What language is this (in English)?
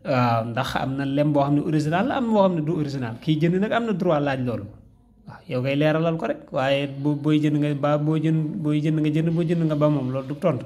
Wolof